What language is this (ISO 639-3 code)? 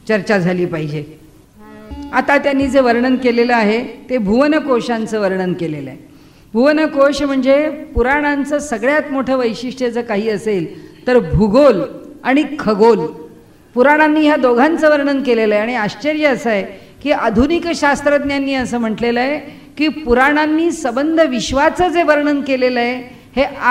mar